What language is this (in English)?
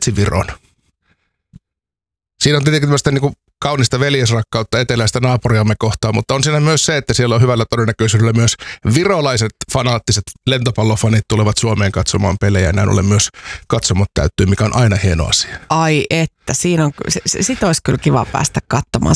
Finnish